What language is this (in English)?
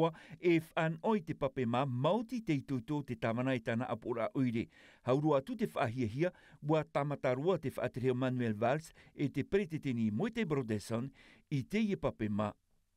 Tahitian